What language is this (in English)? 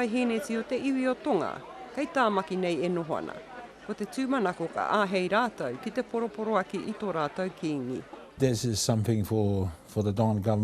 Māori